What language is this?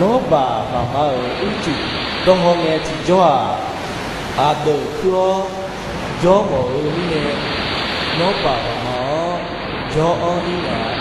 Akha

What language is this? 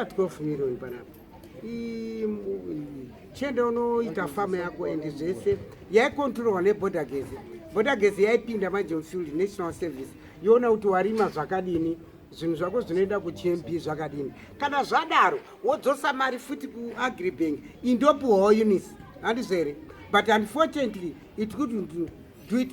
Shona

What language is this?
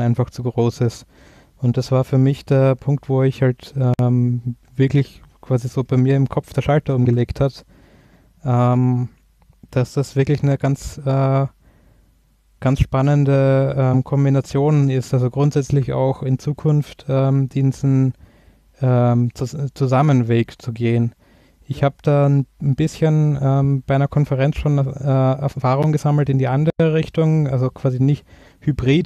German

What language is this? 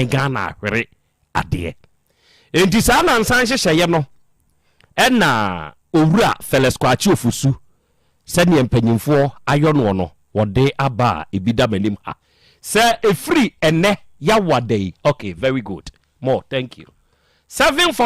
Akan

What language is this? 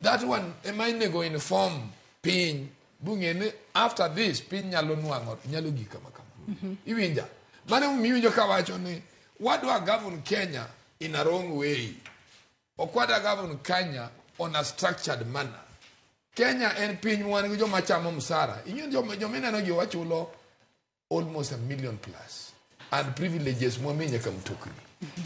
Luo (Kenya and Tanzania)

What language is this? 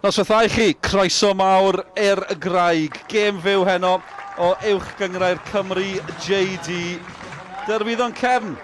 Welsh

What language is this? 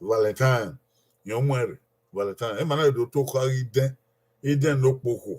Bini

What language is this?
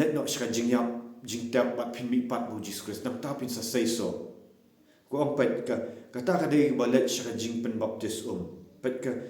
Khasi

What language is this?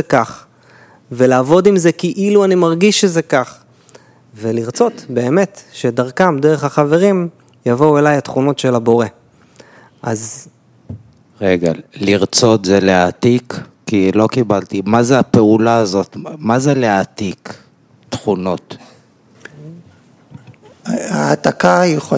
Hebrew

